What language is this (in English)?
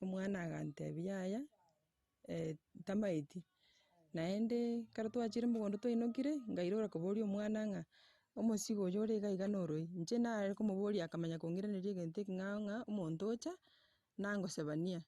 Gusii